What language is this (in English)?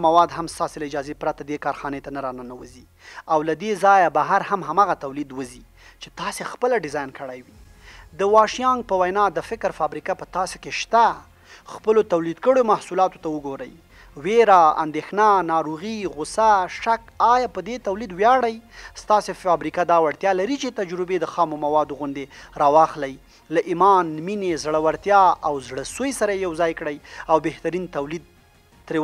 Pashto